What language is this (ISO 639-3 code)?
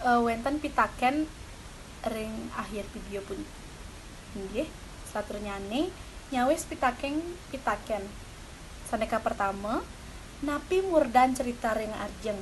ban